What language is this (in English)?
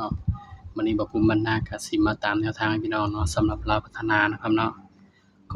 Northeastern Thai